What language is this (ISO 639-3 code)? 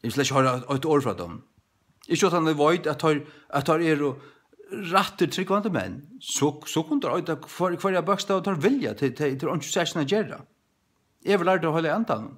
fao